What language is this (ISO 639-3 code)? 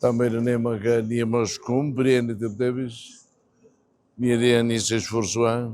tet